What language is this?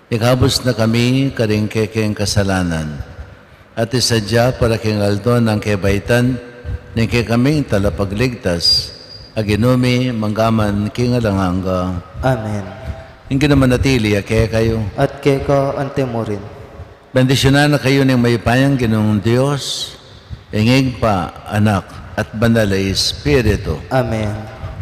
Pampanga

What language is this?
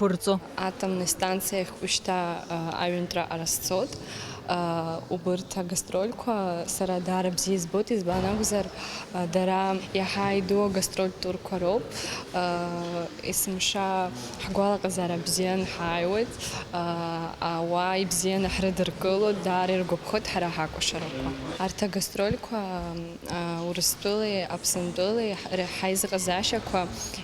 Abkhazian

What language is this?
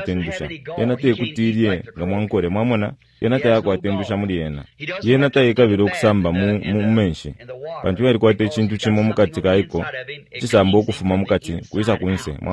Bemba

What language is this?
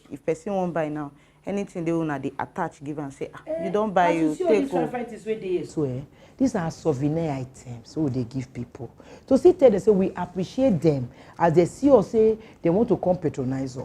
Nigerian Pidgin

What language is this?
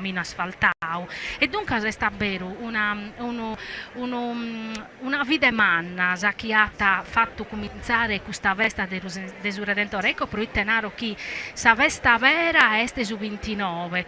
Sardinian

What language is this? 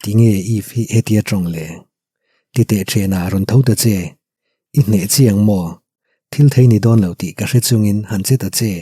Mizo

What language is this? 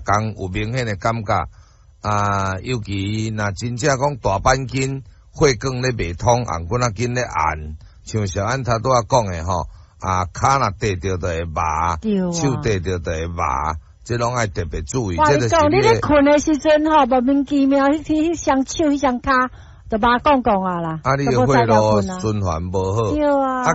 Min Nan Chinese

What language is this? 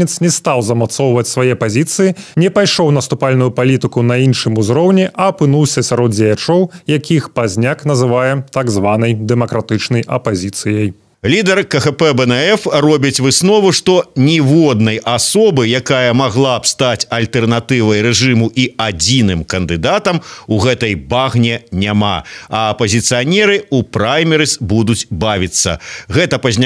Belarusian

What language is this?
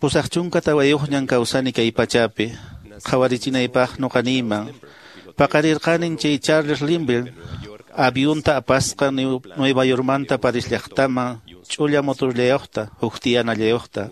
Quechua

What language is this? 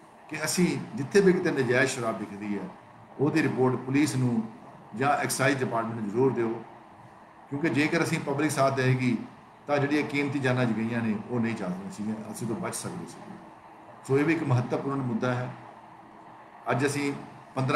Punjabi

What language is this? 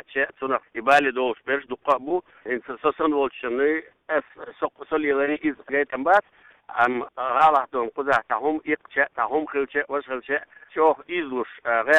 Chechen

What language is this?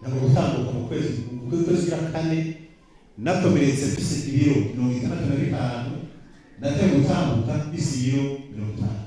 Rundi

